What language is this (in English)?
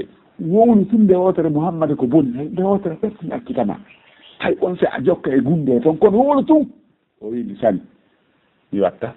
Fula